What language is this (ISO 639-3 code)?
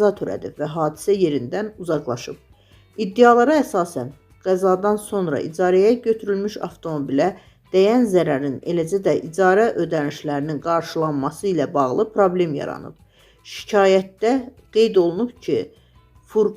aze